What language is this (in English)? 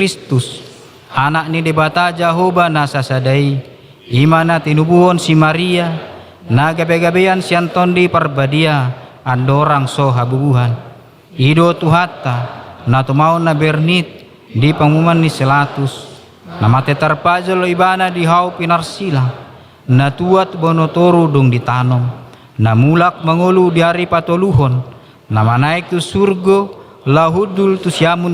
Batak Toba